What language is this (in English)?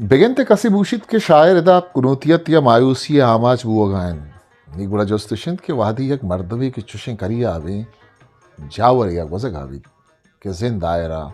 Eastern Balochi